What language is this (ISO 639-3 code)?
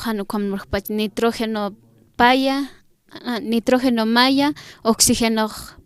aym